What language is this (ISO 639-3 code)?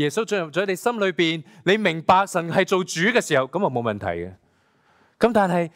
yue